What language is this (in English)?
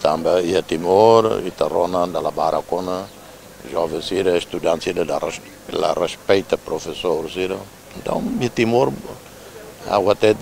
Tetum